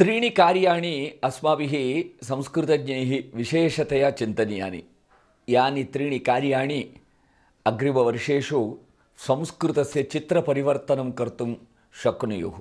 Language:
Sanskrit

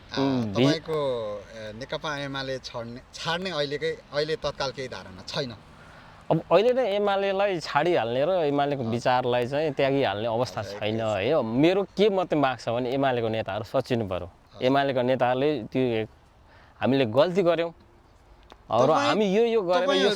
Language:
Nepali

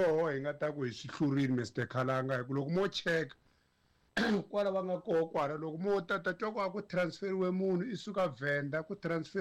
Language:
Tsonga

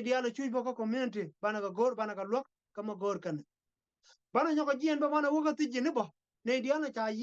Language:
Nuer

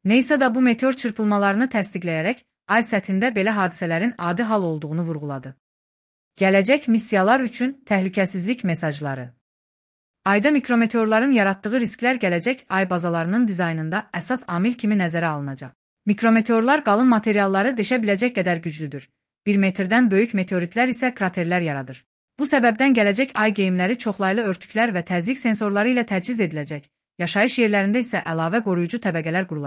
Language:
Azerbaijani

